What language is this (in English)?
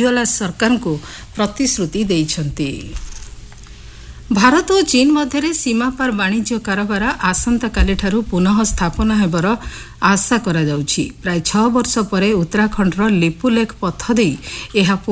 Odia